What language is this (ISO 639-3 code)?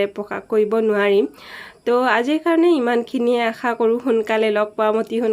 asm